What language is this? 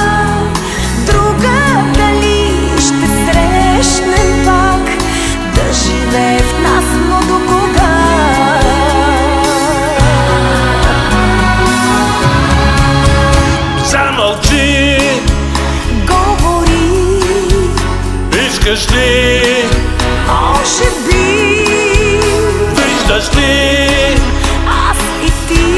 Bulgarian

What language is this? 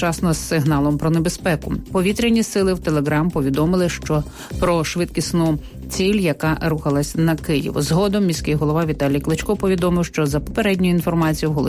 Ukrainian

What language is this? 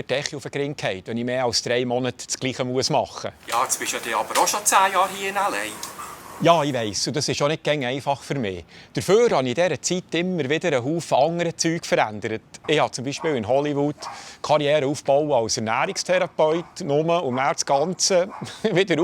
Swiss German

